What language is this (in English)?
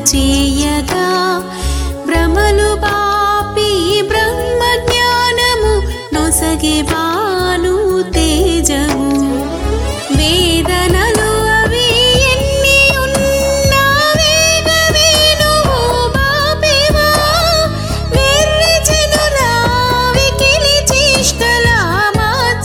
Telugu